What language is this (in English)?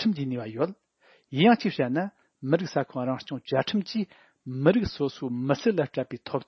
Tibetan